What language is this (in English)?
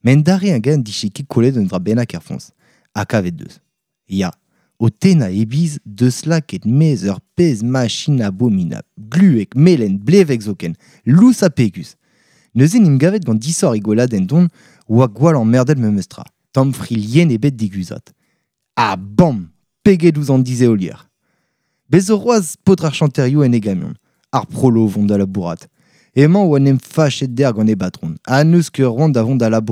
Breton